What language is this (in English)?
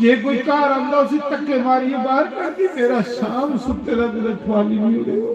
Dogri